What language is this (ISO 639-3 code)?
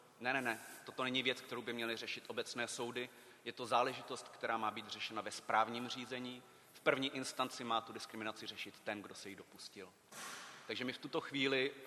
ces